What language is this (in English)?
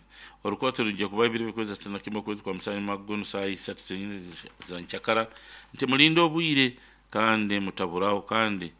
Nyankole